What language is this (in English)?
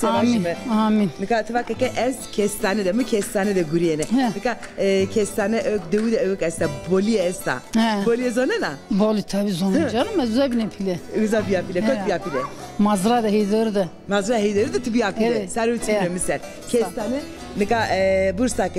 Zaza